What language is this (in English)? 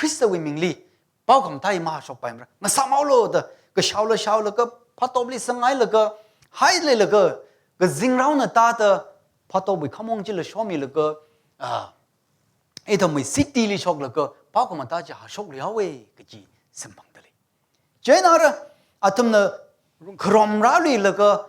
Tangkhul Naga (India)